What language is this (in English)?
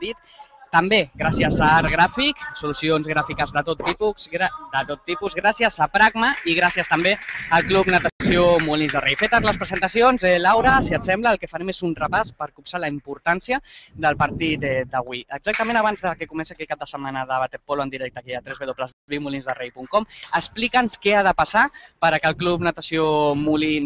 Catalan